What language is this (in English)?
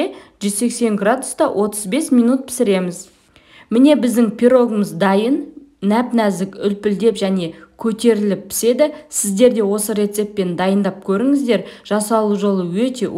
Kazakh